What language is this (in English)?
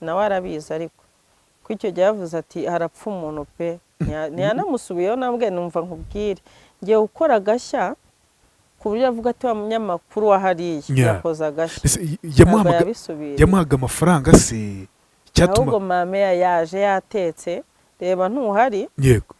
Kinyarwanda